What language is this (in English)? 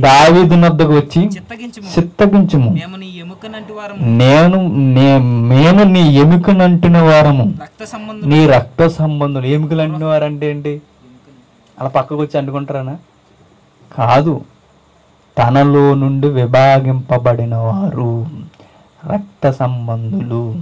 Telugu